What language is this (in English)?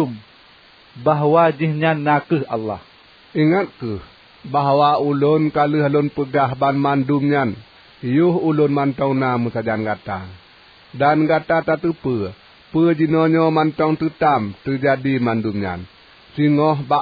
Achinese